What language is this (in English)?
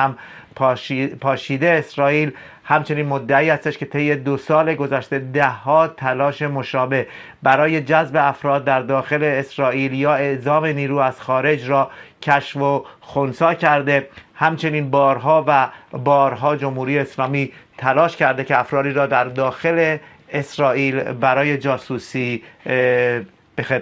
Persian